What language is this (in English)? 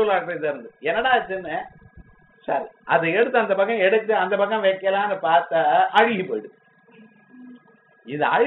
Tamil